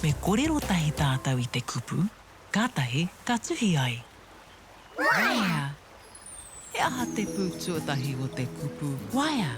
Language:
Māori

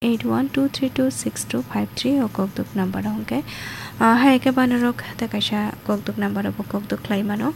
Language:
Kok Borok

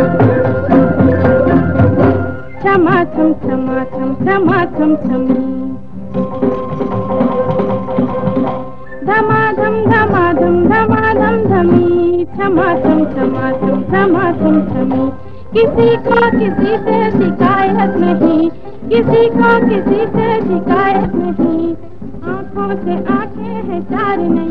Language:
Hindi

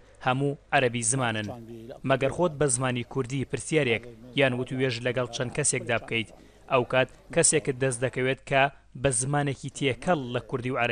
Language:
Central Kurdish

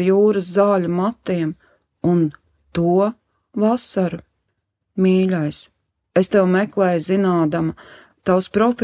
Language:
Latvian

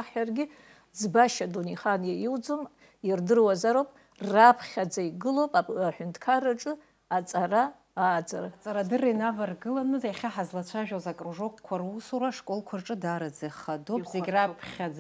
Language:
Abkhazian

